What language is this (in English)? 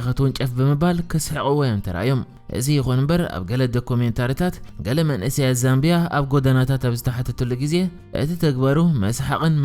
Tigrinya